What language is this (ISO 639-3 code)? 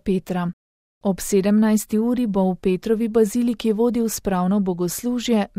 slv